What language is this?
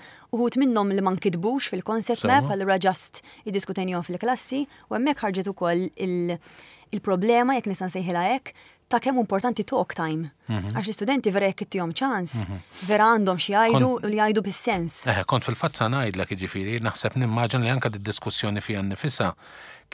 Maltese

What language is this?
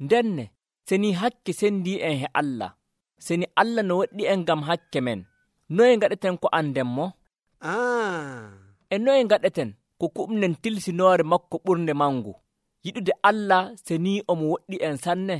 Nigerian Fulfulde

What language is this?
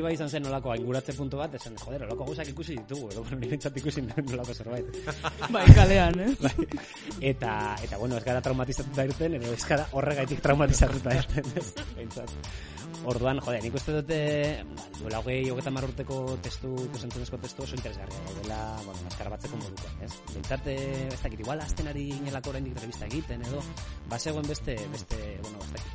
Basque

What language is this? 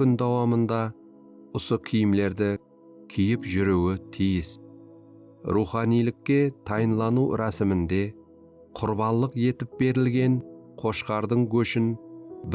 Kara-Kalpak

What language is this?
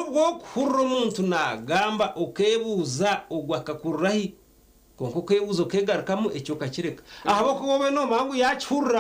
Nyankole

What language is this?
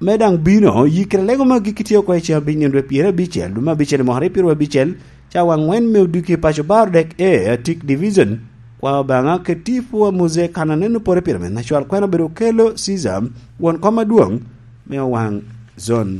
Lango (Uganda)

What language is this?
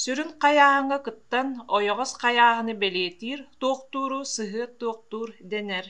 Yakut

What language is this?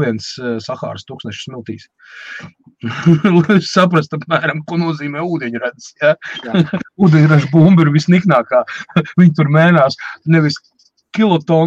Latvian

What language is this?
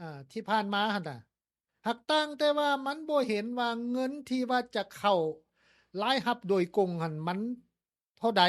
Lao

